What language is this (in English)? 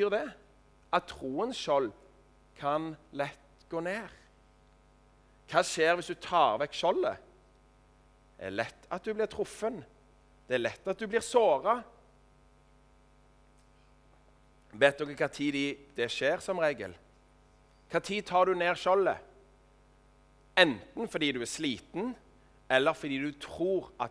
Norwegian